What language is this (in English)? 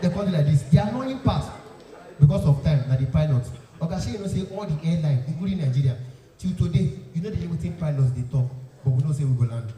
Nigerian Pidgin